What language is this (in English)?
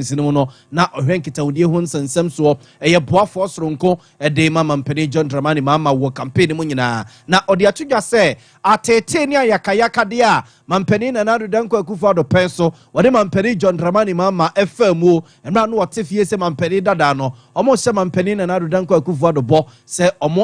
Akan